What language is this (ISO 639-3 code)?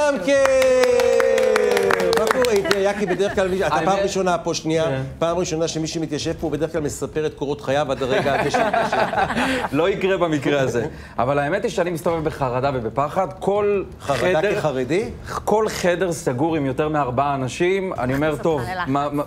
heb